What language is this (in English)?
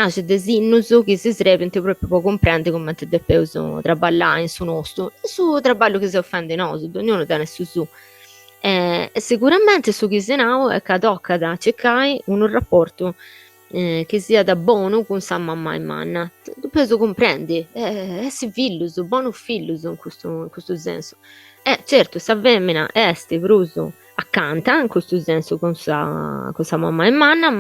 Sardinian